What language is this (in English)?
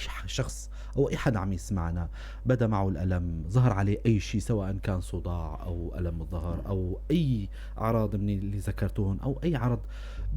North Levantine Arabic